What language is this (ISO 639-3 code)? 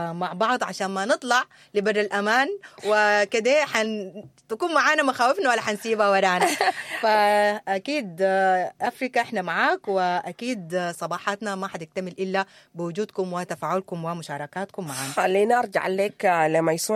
apd